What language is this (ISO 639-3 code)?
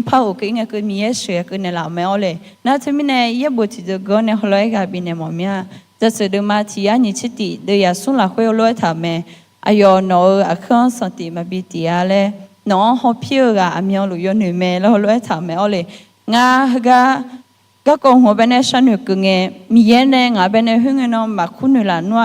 ahk